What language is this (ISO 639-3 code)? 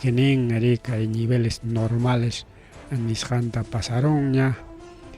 quy